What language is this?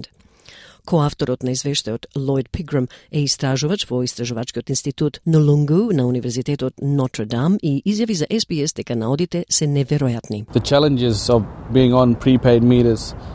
Macedonian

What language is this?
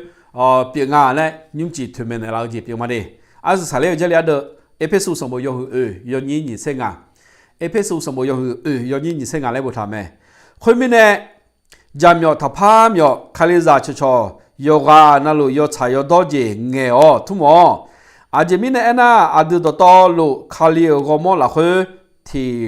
Akha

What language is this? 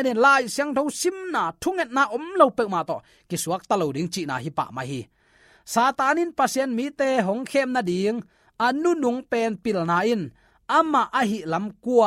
Tedim Chin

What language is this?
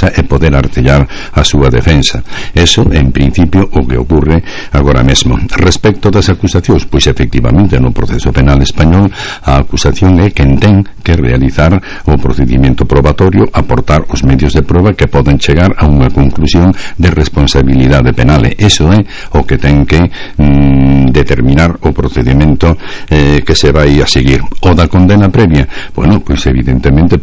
Galician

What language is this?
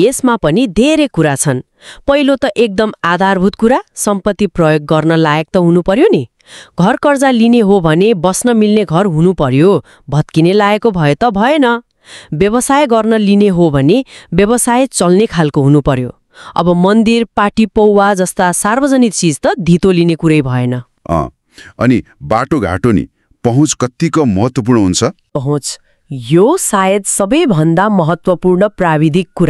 Nepali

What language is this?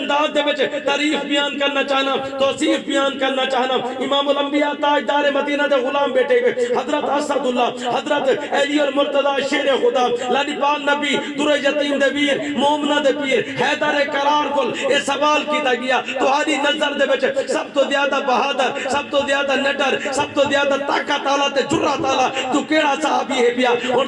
Saraiki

